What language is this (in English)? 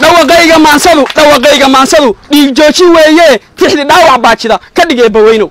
Somali